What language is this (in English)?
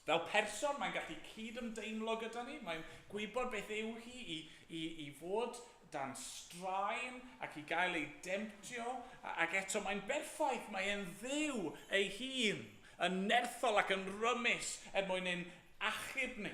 Welsh